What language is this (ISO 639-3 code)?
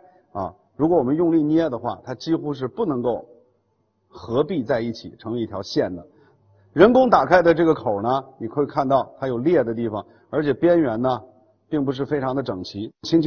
zho